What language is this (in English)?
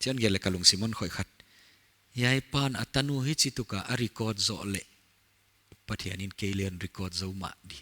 Paite Chin